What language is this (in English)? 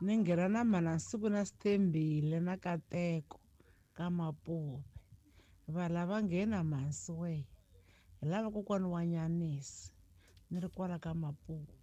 Tsonga